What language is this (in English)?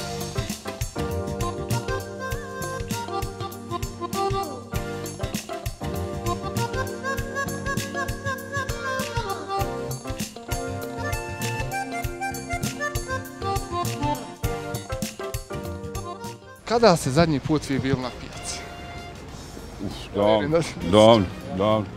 Bosnian